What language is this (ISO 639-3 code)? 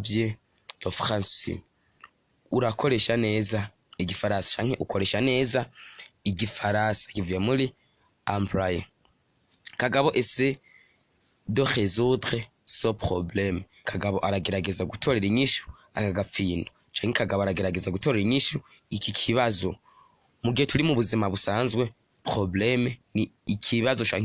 run